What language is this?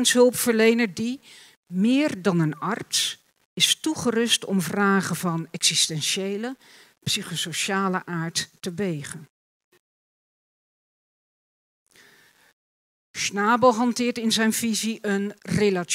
Dutch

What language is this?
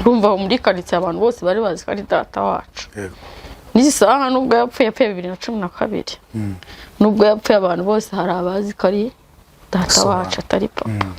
Kinyarwanda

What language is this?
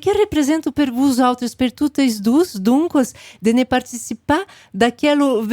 Occitan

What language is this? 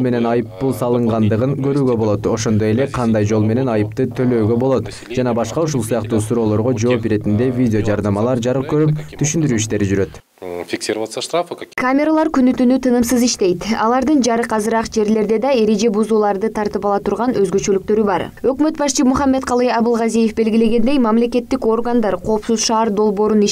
Kyrgyz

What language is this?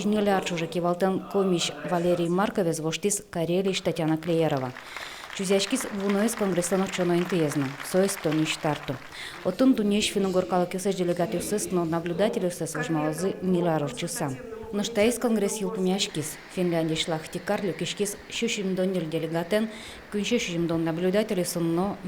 Udmurt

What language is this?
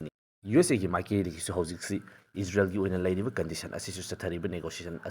Manipuri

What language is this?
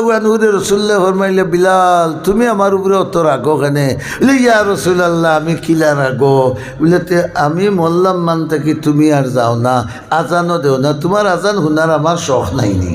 Sylheti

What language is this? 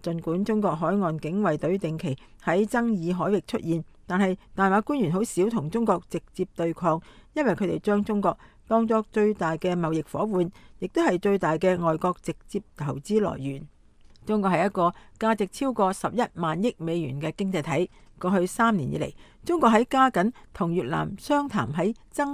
Cantonese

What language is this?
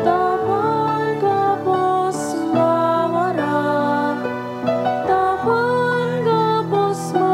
Bikol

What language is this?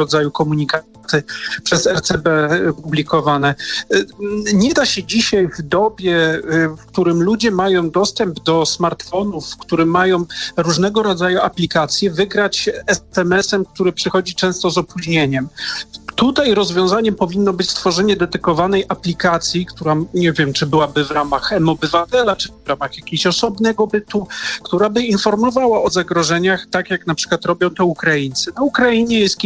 Polish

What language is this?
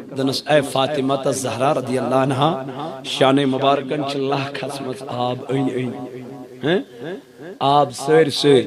Kashmiri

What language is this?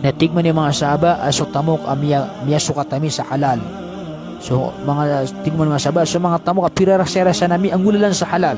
Maranao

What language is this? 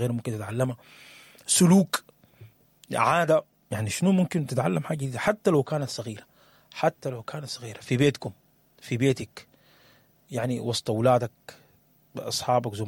Sudanese Arabic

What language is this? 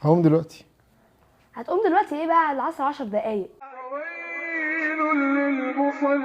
Egyptian Arabic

